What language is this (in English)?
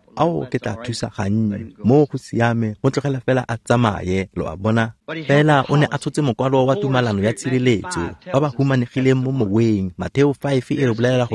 Tswana